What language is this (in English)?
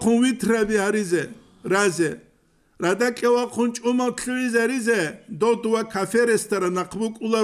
Avaric